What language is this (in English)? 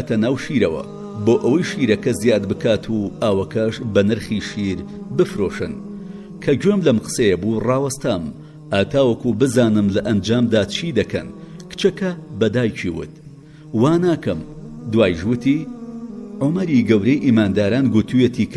Central Kurdish